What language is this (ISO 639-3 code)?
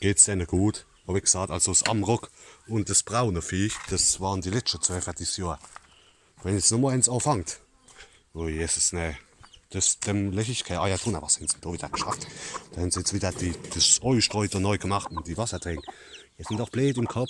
pfl